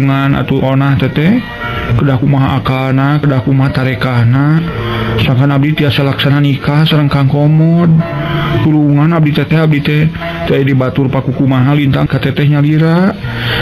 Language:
Sundanese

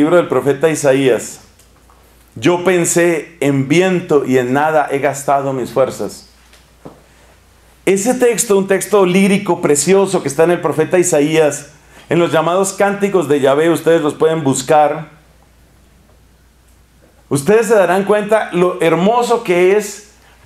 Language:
Spanish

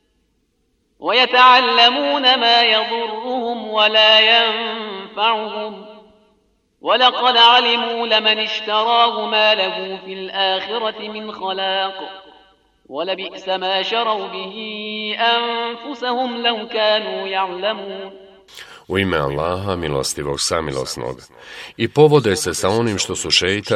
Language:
Bosnian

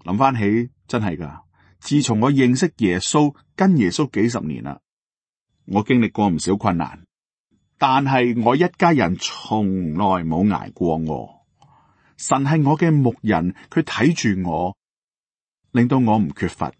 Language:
Cantonese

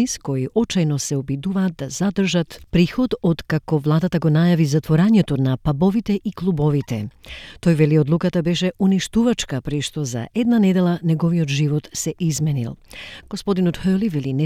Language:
Macedonian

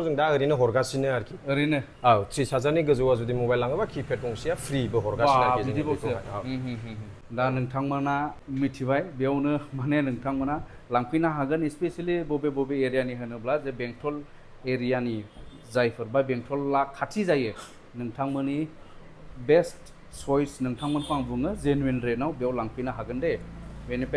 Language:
Bodo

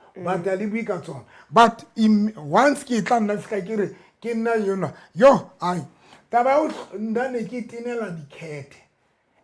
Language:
Southern Sotho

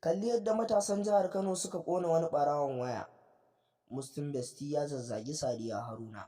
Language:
Hausa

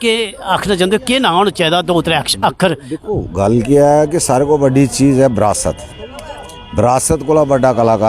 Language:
Dogri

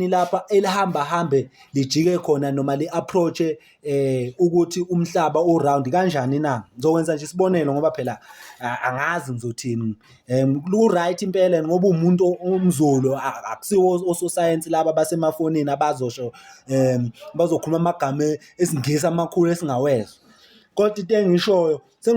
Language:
Zulu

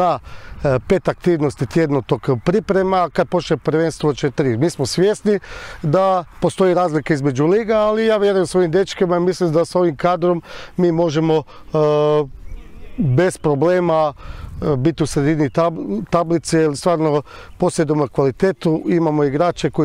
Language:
Croatian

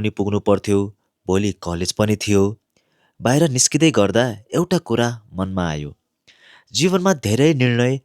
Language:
Nepali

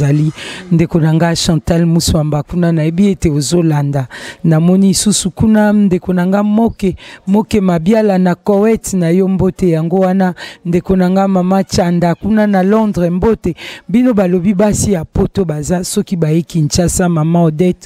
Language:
Lingala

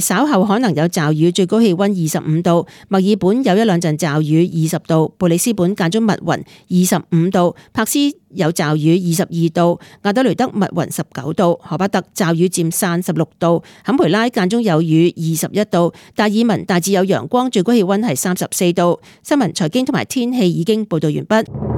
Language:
Cantonese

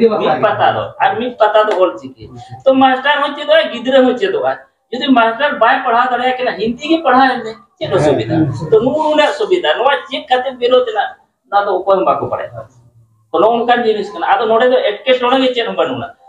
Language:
Santali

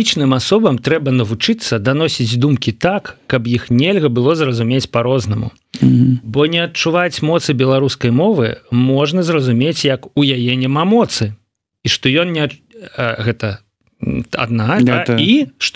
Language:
Belarusian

